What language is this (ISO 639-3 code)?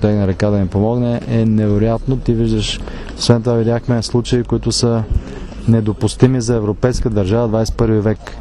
bul